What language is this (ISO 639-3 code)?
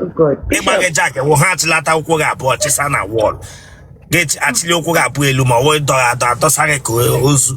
ibo